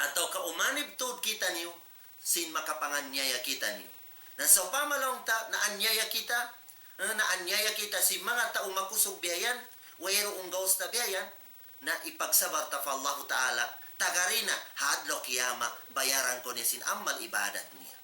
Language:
Tausug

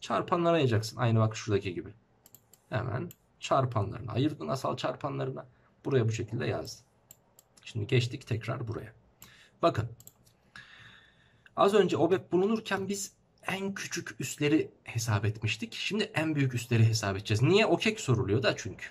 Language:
Turkish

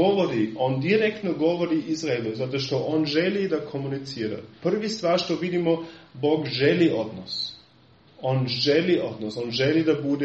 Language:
Serbian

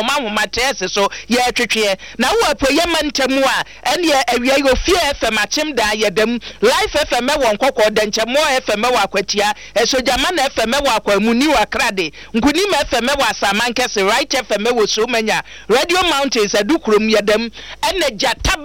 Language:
Akan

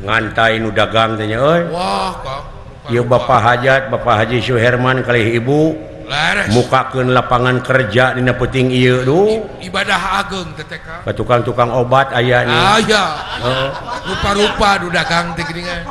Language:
Sundanese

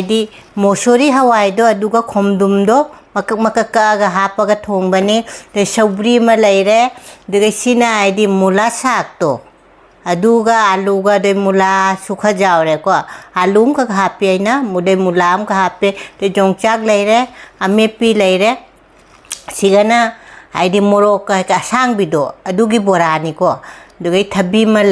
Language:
Manipuri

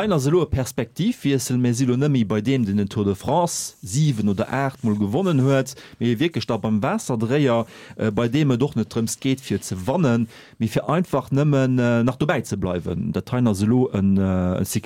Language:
Luxembourgish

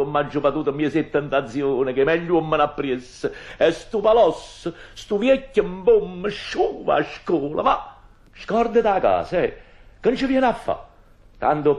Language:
Neapolitan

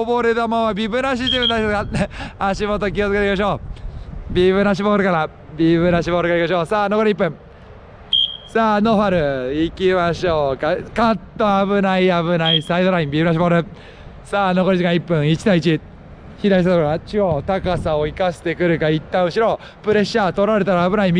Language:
Japanese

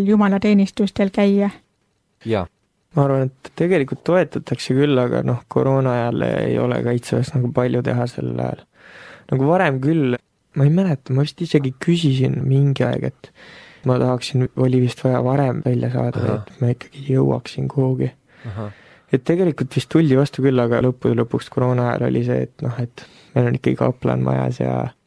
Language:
Estonian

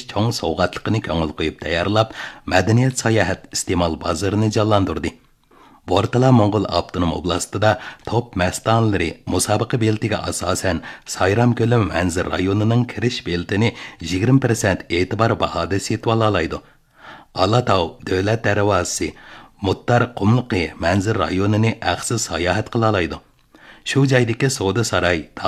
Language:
Uyghur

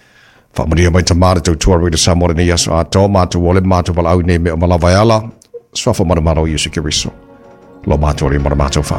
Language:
Samoan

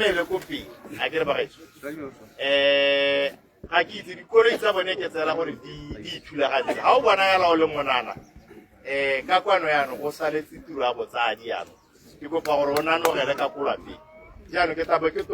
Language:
Tswana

